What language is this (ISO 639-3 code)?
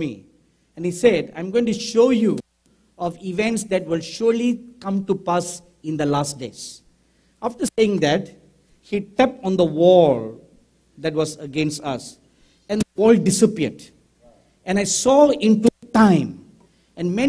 eng